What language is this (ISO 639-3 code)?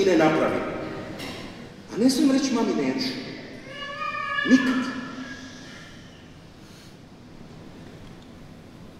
hrv